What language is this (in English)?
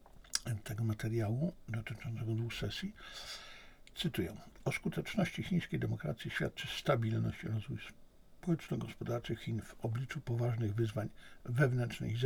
Polish